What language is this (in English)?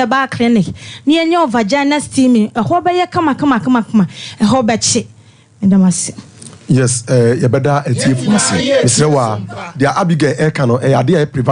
Akan